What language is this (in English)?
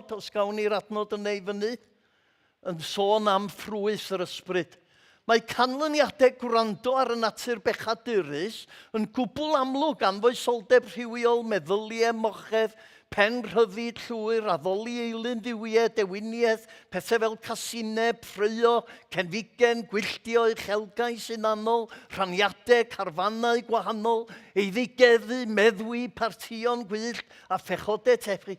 Welsh